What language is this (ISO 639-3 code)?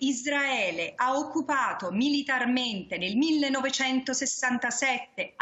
ita